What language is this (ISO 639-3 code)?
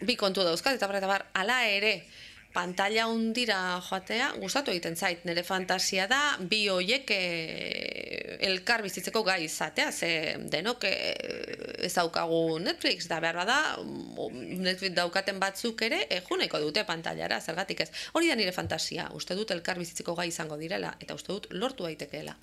eus